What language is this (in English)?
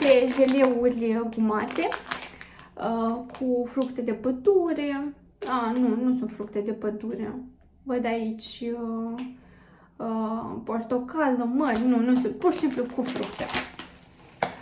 Romanian